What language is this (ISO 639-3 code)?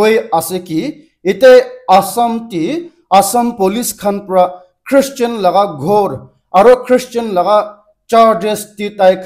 nag